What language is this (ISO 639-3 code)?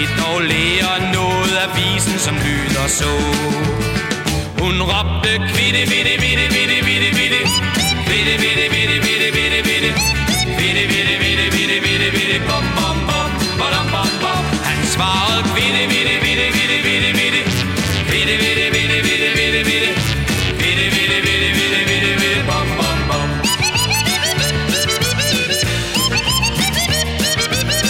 dan